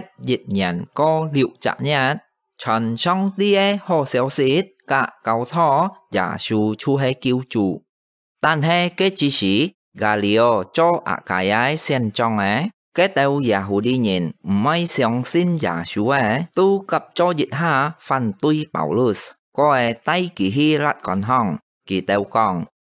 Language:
Hakka Chinese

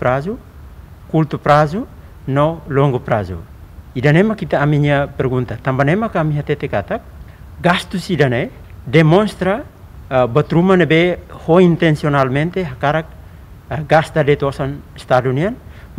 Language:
Tetum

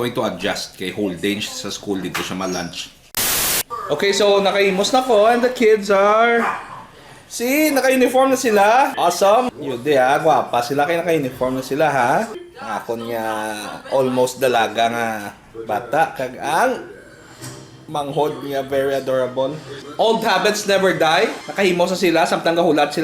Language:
Hiligaynon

